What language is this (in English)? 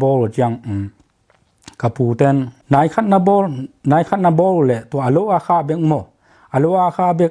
Tedim Chin